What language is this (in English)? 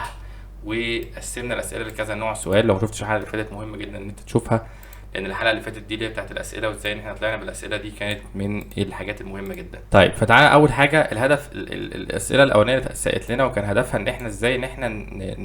Egyptian Arabic